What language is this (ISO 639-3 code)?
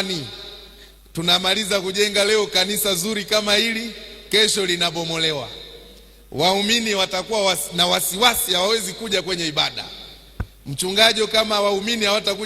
swa